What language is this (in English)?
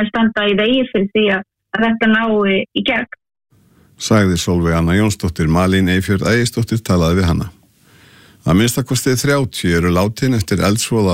Icelandic